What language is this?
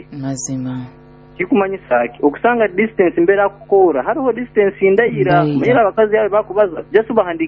Nyoro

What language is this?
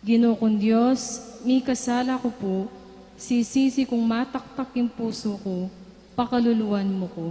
Pampanga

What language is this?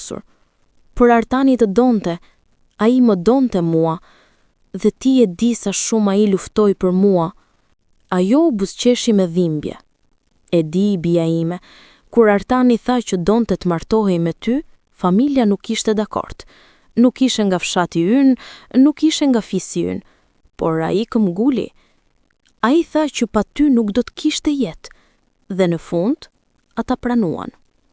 Albanian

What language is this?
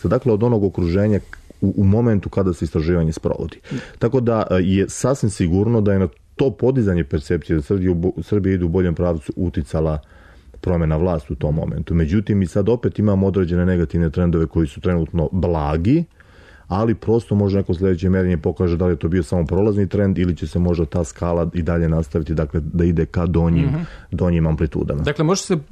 Serbian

